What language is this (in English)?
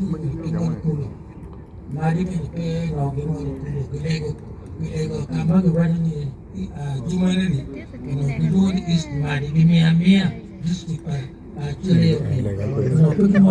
Acoli